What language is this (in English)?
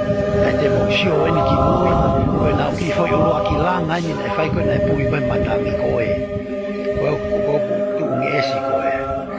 Tongan